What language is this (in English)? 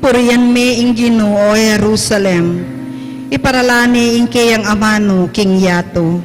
Pampanga